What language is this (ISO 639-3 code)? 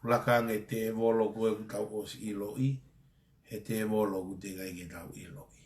ton